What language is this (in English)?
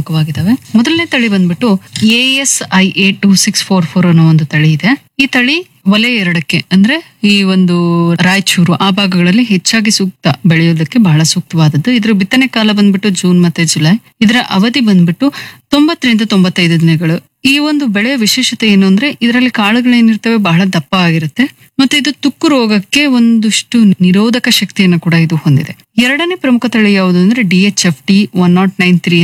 Kannada